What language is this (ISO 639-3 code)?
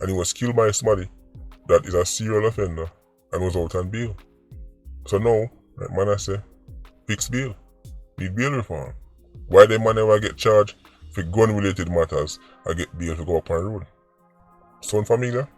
jam